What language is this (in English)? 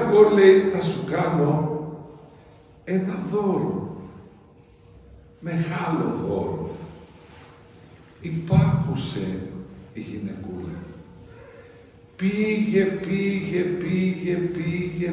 Greek